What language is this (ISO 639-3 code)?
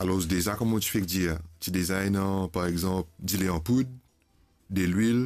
mfe